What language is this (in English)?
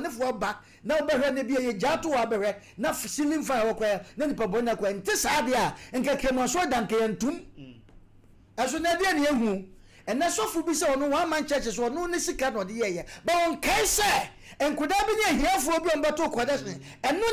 Akan